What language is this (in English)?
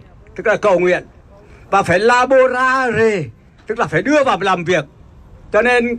Vietnamese